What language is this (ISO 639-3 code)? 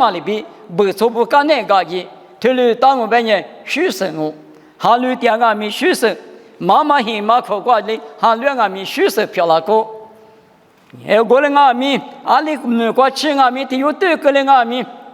lis